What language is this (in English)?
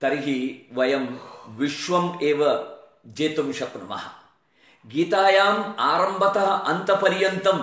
Sanskrit